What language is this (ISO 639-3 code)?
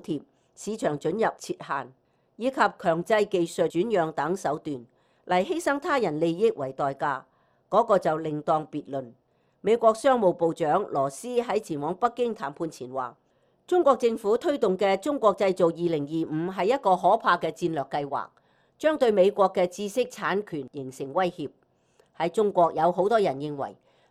yue